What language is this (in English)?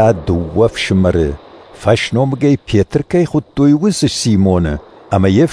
Ossetic